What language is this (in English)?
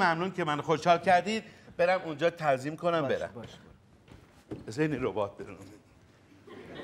Persian